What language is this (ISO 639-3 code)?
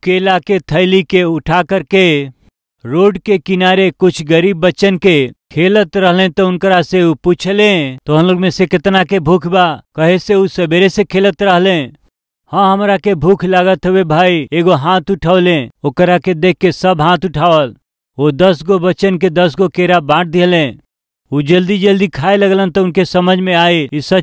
bho